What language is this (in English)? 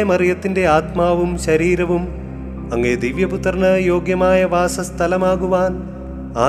Malayalam